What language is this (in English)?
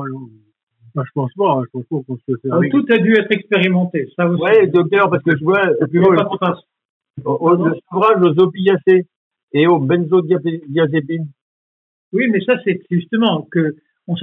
French